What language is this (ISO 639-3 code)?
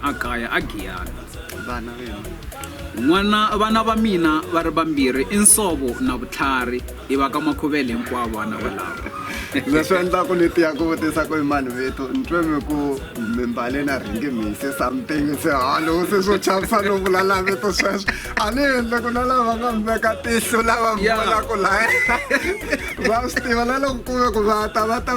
tso